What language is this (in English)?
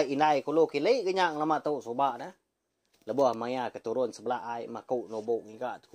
Iban